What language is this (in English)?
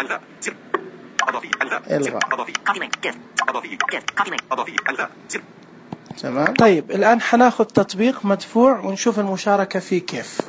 Najdi Arabic